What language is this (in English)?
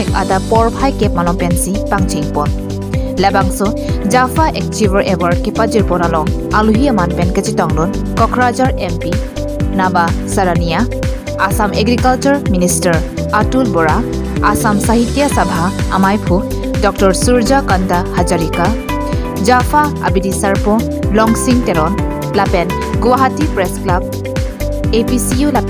Karbi